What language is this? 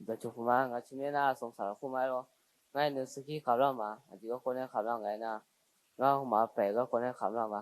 Akha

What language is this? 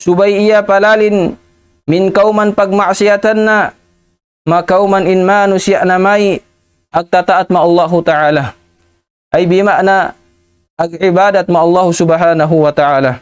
Tausug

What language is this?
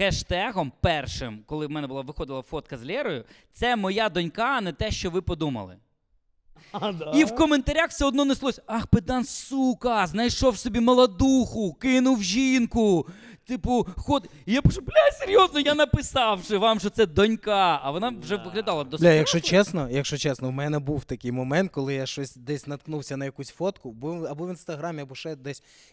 Ukrainian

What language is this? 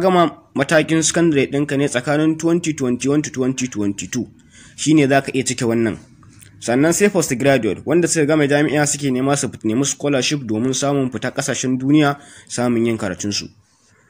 Hausa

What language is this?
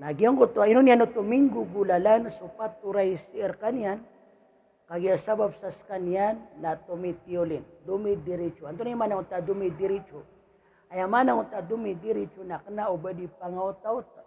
Maranao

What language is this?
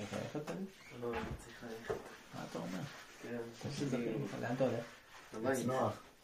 Hebrew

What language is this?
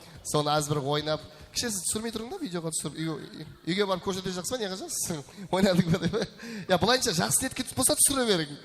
Kara-Kalpak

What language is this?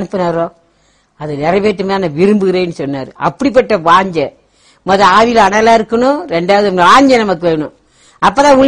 Tamil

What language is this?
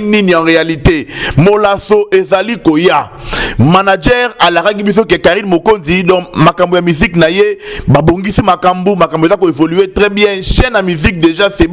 Lingala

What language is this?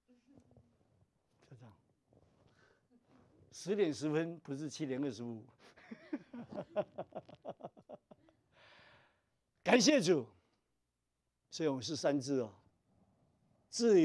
Chinese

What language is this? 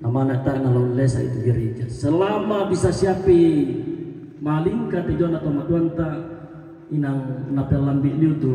Toraja-Sa'dan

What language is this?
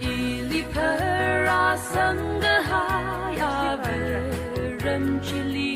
Tangkhul Naga (India)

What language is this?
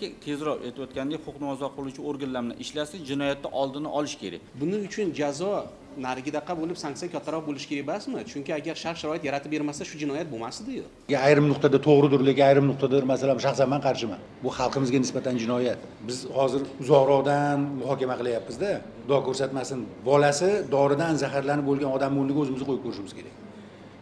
Uzbek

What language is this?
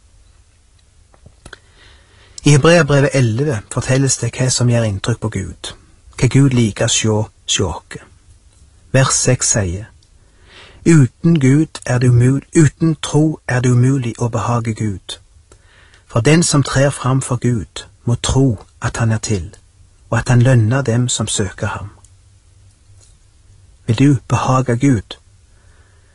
Norwegian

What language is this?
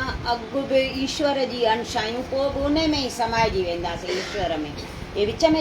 Sindhi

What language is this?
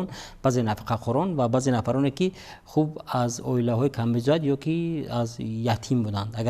Tajik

